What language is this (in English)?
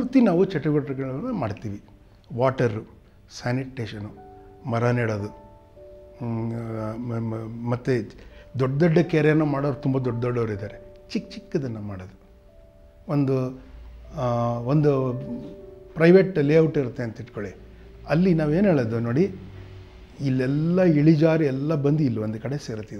Kannada